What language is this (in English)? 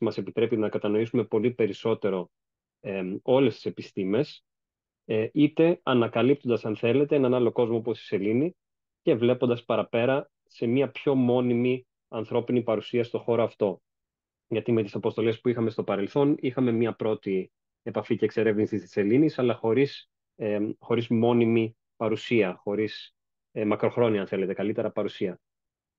Greek